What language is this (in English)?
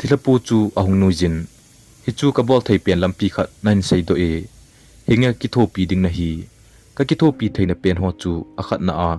Thado Chin